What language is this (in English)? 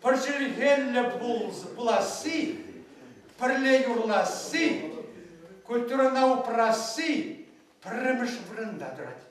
Chuvash